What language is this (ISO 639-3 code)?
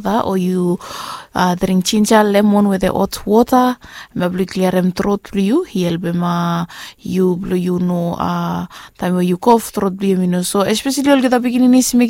bis